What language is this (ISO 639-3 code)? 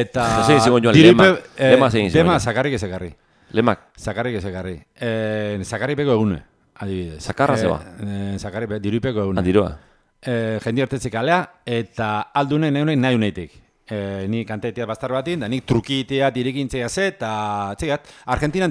eus